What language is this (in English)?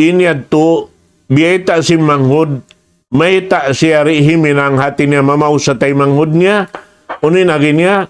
Tausug